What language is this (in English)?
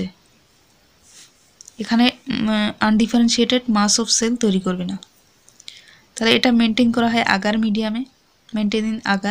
Bangla